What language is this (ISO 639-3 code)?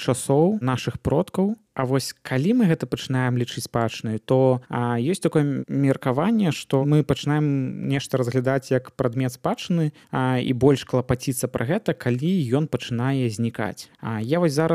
bel